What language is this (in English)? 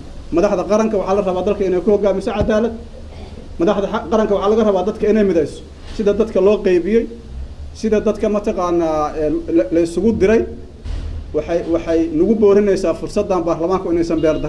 Somali